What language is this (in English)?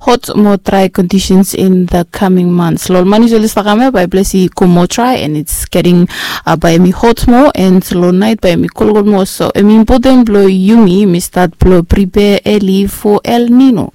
Bislama